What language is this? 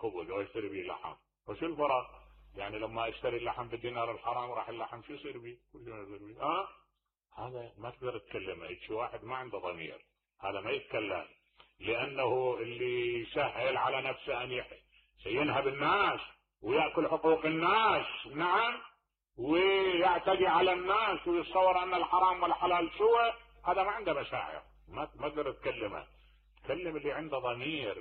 Mesopotamian Arabic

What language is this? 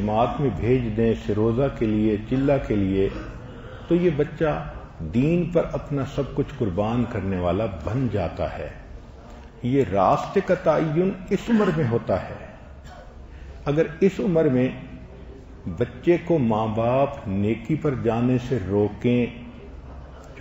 Urdu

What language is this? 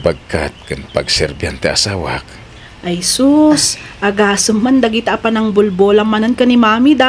Iloko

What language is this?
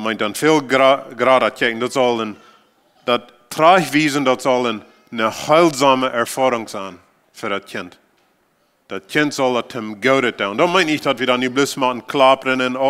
Plautdietsch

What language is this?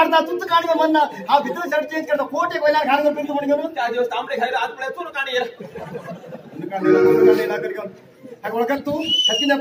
Konkani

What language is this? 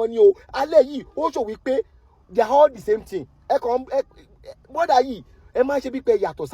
Yoruba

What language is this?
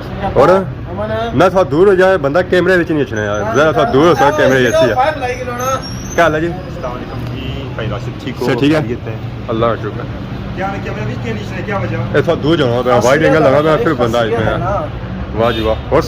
Pahari-Potwari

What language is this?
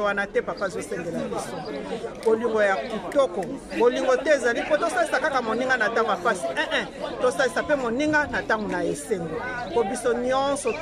Lingala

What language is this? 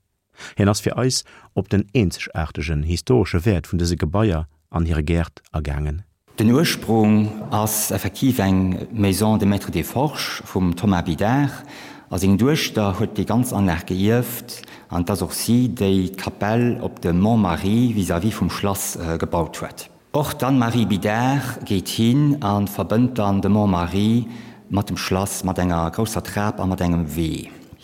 Luxembourgish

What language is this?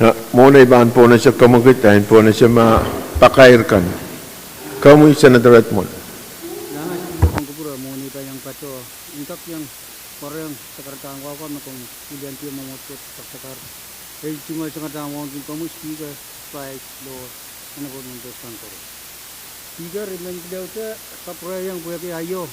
Pohnpeian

